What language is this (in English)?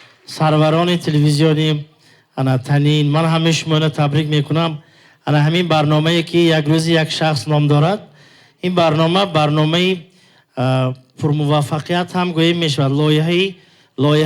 Tajik